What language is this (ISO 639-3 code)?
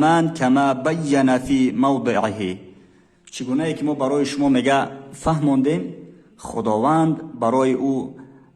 tgk